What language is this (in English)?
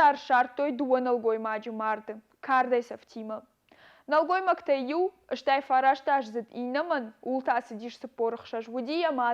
Ossetic